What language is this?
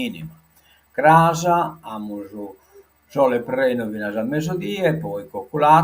Sardinian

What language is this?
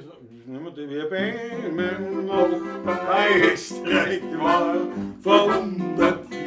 Bavarian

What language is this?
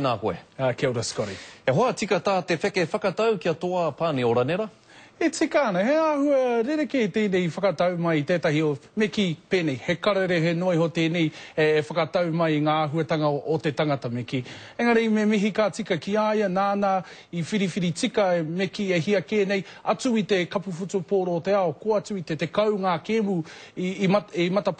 Māori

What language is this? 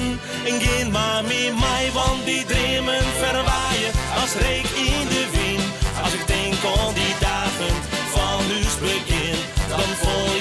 Western Frisian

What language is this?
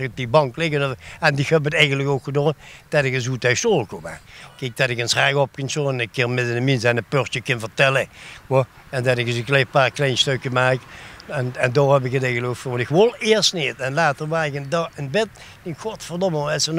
Limburgish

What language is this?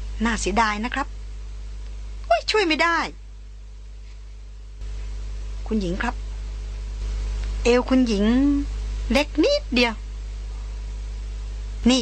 Thai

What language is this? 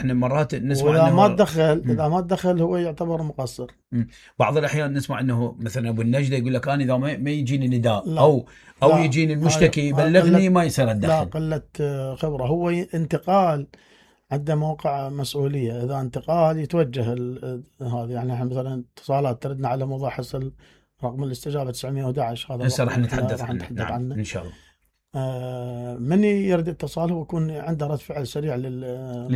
Mesopotamian Arabic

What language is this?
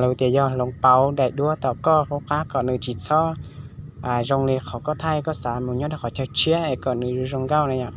Hmong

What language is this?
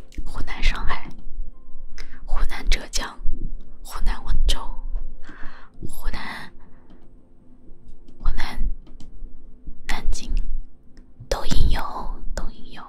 Chinese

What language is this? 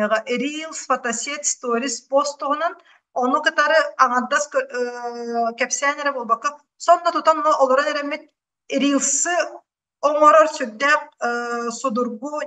Yakut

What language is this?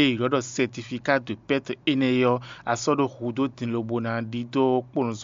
Fon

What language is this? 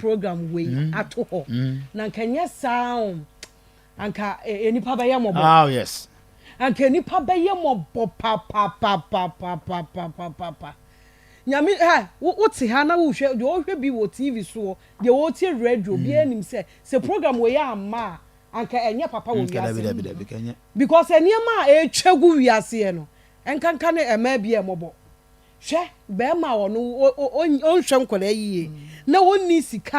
Akan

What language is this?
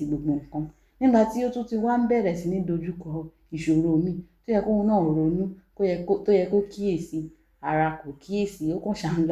Yoruba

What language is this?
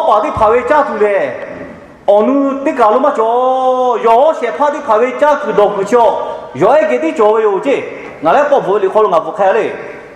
Lahu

